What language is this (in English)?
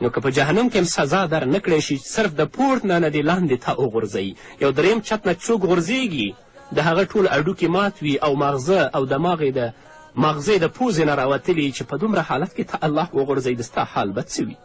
Pashto